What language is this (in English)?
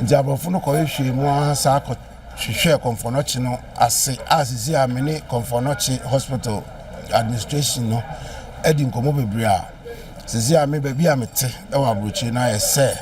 Akan